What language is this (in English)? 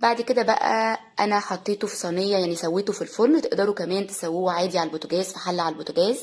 Egyptian Arabic